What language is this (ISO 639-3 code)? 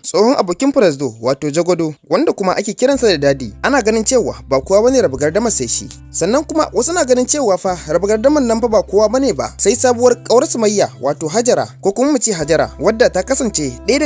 hau